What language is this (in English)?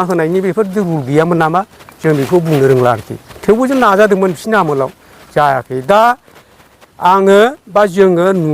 Bodo